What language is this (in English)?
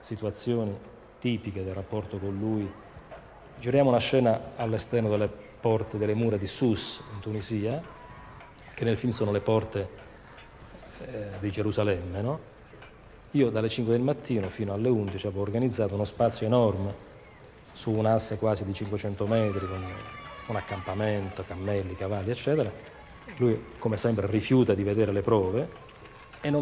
Italian